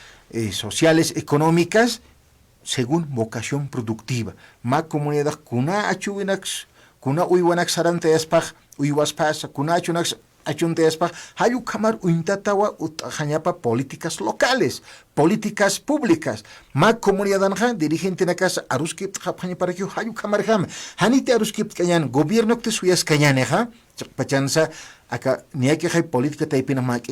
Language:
Aymara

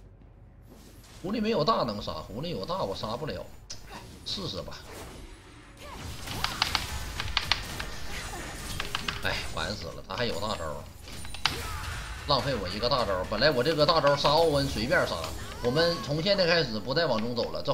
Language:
Chinese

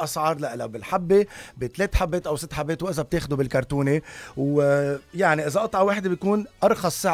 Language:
North Levantine Arabic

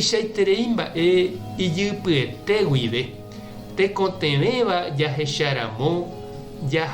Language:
Guarani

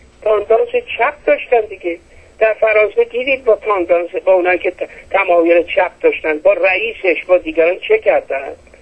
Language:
Persian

